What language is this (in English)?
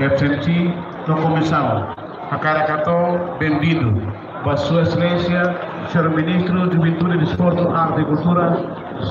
Tetum